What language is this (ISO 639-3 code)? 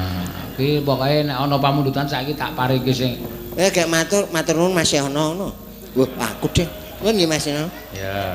jav